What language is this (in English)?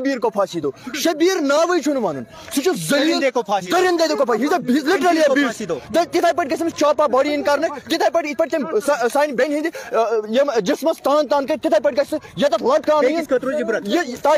Kashmiri